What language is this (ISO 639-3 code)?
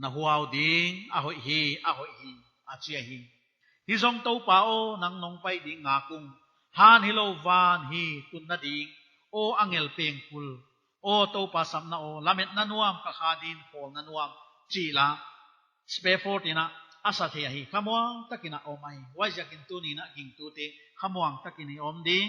pck